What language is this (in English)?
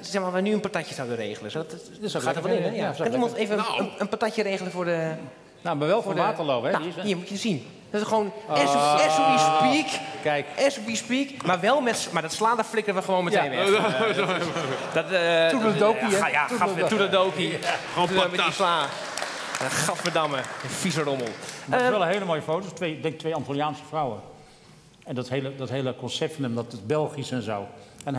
Dutch